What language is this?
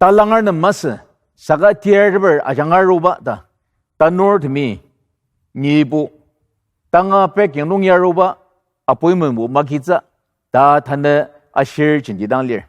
Ao Naga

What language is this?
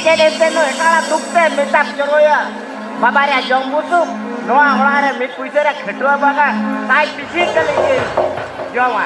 Santali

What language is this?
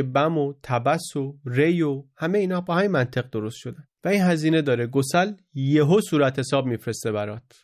Persian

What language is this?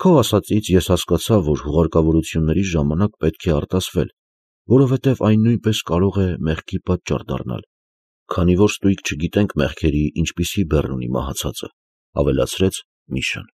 Armenian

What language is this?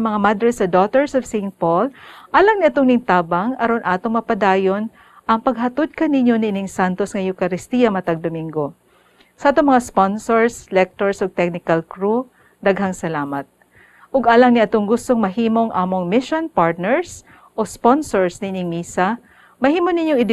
Cebuano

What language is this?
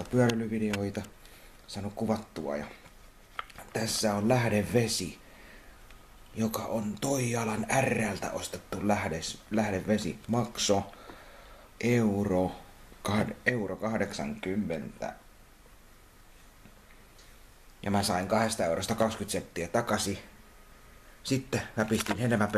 Finnish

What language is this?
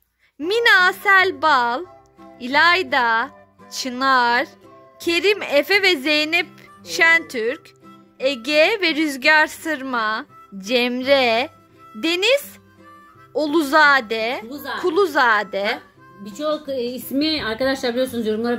Turkish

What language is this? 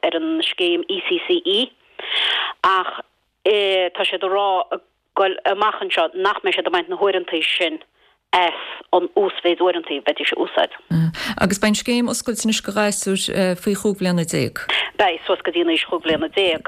Irish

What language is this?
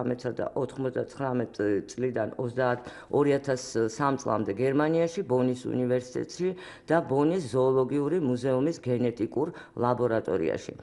Georgian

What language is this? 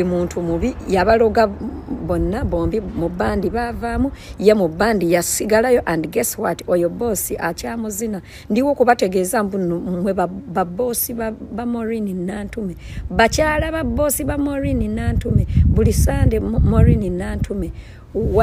Ganda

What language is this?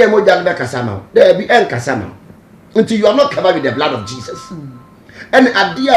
Akan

